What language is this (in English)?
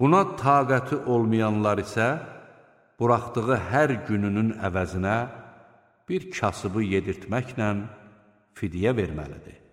Azerbaijani